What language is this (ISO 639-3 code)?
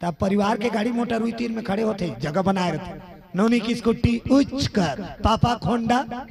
hne